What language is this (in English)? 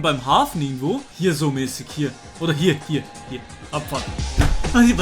Swiss German